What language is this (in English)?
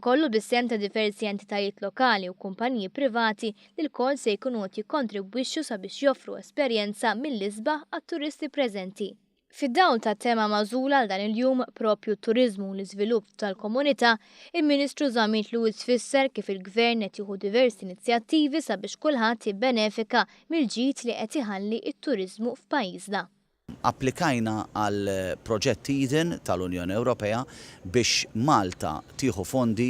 Maltese